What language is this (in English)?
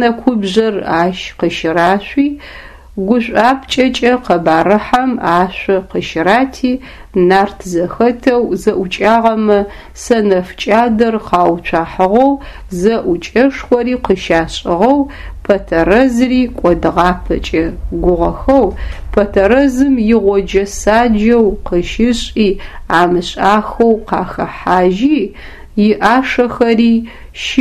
Adyghe